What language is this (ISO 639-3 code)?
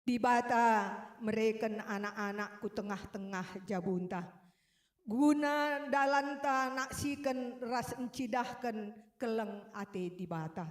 btx